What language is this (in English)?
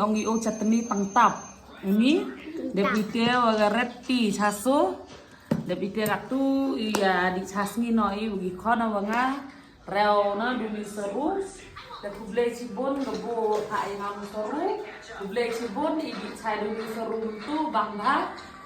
Khasi